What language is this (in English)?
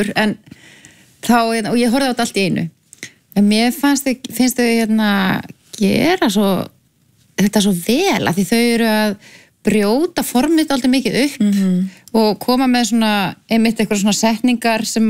Icelandic